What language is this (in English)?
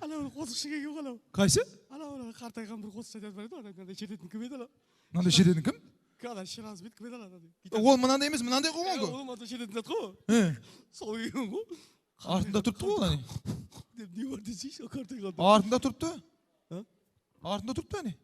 Kara-Kalpak